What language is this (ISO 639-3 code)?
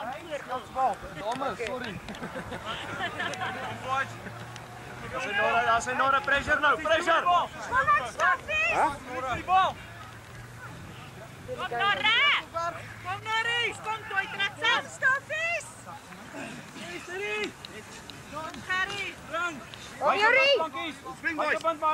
afr